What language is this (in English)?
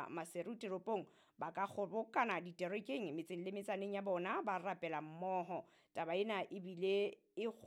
Southern Sotho